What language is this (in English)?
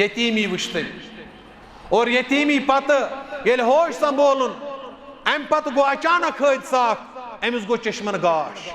Kashmiri